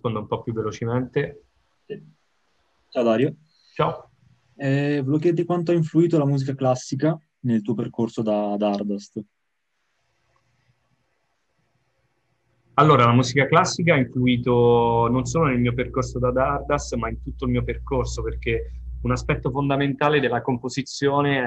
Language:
Italian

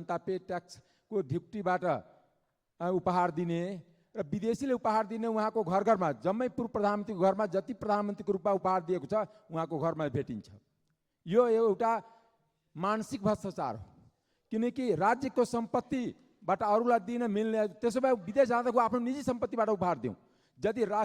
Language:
Nepali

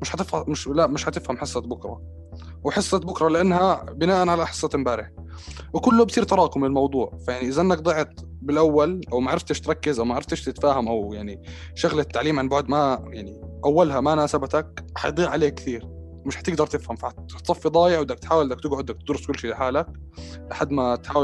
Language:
North Levantine Arabic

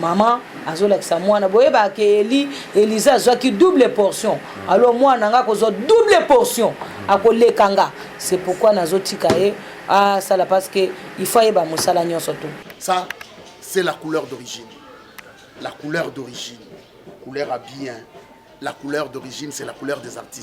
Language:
Lingala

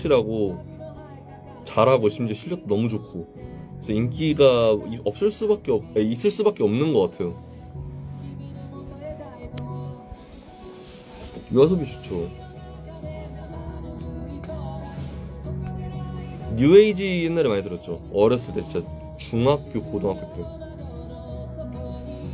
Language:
Korean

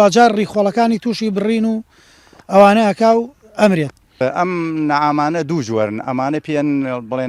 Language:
Central Kurdish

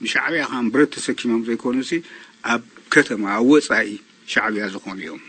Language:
Tigrinya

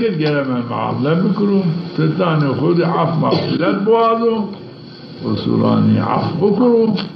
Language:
Zaza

